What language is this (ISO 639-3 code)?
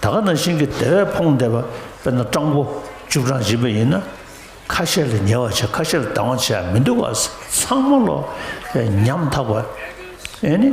bod